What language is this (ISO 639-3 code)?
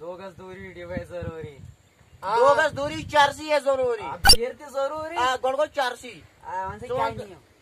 kas